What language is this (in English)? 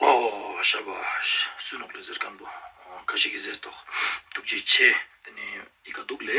Ladakhi